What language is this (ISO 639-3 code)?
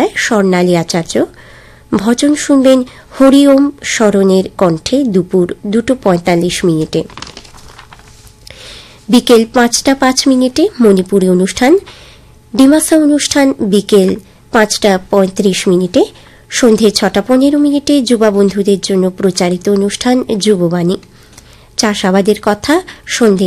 ben